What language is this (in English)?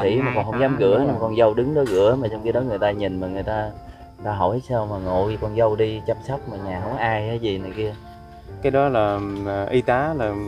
Vietnamese